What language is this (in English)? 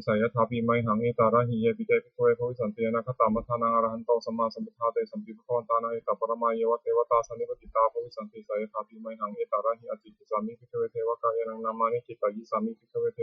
Pali